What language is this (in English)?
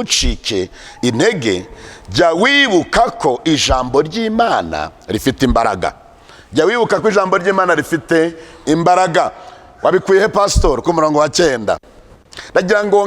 Kinyarwanda